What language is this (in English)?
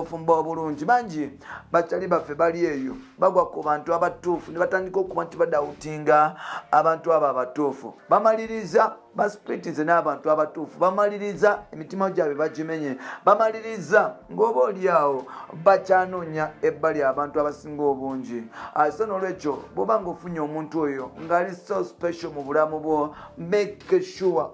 Ganda